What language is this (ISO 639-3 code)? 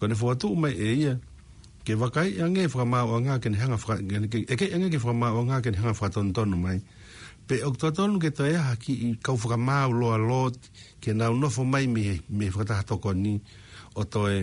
ton